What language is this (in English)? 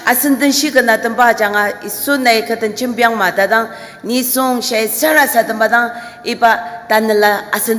Ao Naga